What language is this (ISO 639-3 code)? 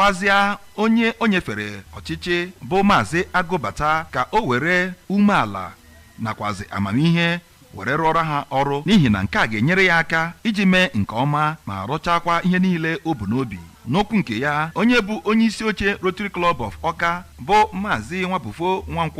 ibo